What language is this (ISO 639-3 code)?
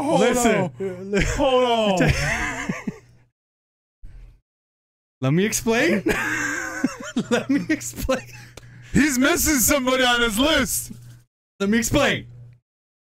eng